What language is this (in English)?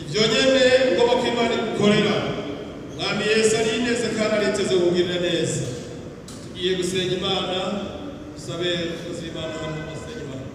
Rundi